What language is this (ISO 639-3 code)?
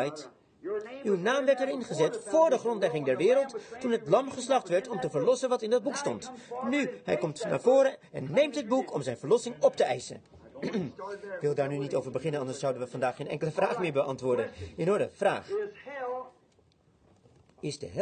nld